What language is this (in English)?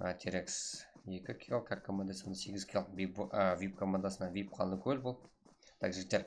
Kara-Kalpak